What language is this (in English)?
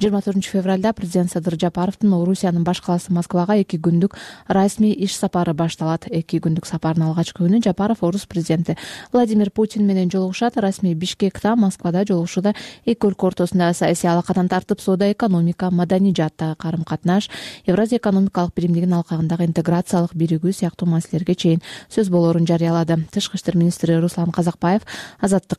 Kyrgyz